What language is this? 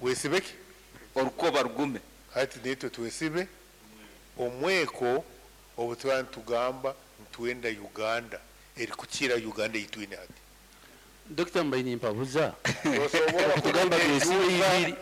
Nyoro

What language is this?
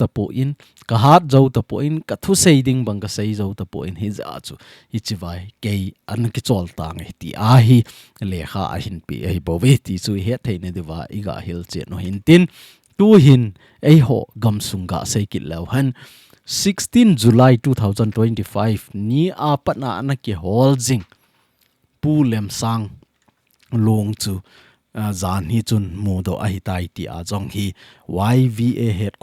Thado Chin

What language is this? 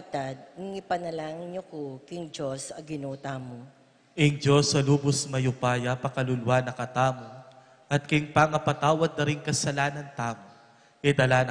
Pampanga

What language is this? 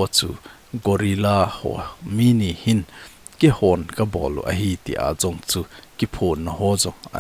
Thado Chin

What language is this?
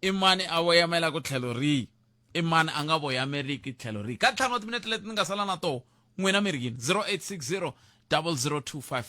Tsonga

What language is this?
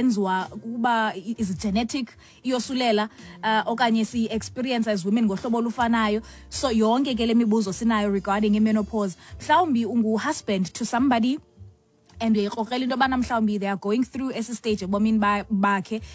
Xhosa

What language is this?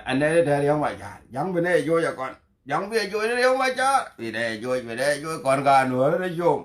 Nuer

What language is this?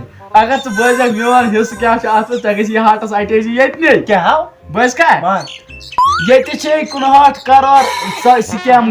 Kashmiri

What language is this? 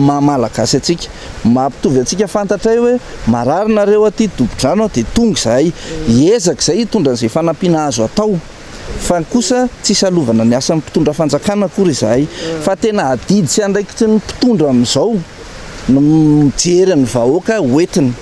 Malagasy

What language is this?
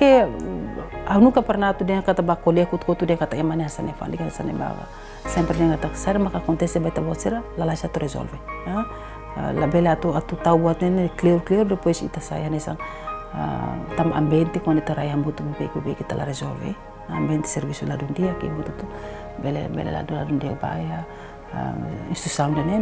Tetum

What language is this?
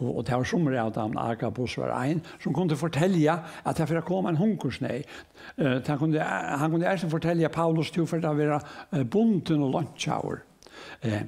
Faroese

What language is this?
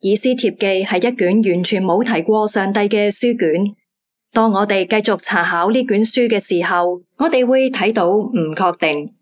Cantonese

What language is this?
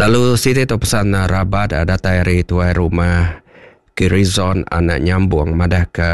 Iban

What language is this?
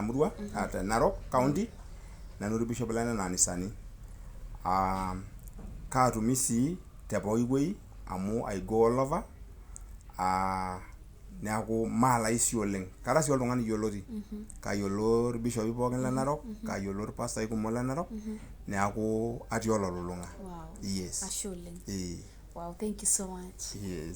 Masai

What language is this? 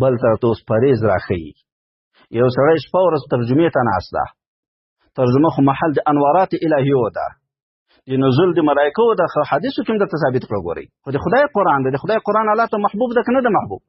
Pashto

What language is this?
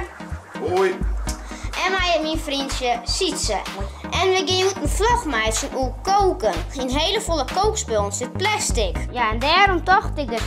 Western Frisian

